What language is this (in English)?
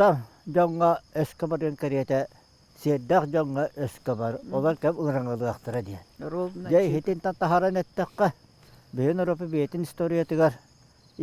Yakut